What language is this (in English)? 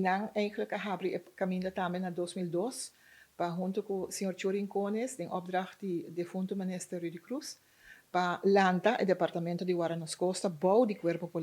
Papiamento